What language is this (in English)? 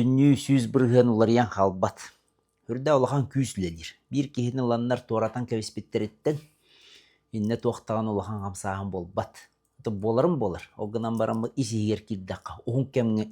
Yakut